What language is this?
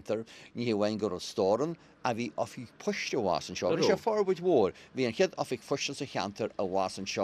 Irish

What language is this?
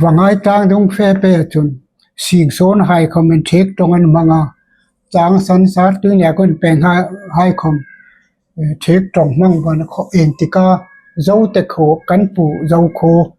Hmar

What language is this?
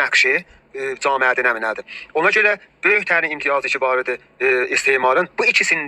South Azerbaijani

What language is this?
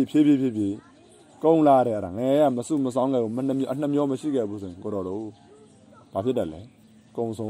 Burmese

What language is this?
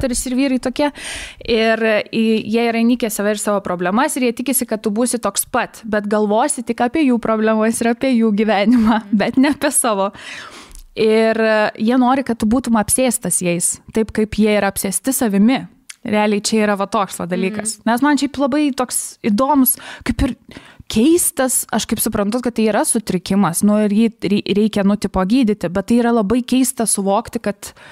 Lithuanian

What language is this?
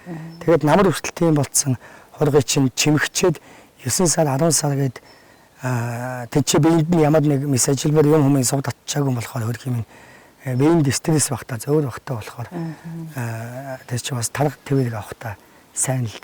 Mongolian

